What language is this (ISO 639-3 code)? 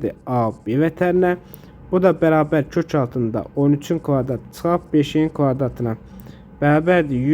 aze